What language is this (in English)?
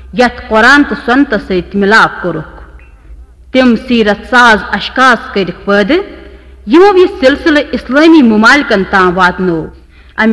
Kashmiri